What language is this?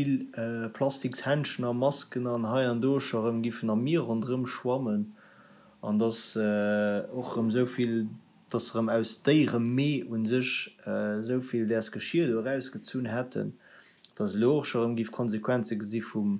Luxembourgish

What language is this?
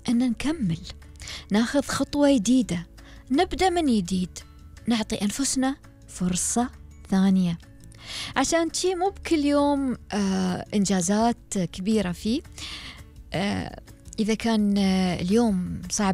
Gulf Arabic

